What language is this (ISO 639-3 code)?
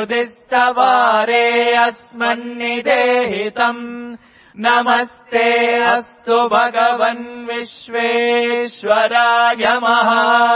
san